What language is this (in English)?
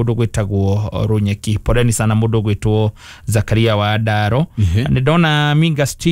Kikuyu